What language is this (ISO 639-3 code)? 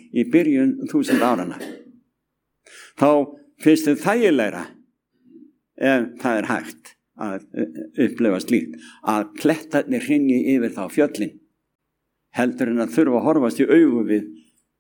isl